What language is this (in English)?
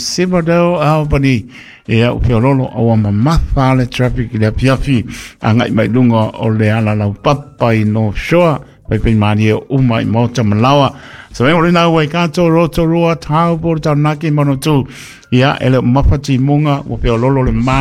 Samoan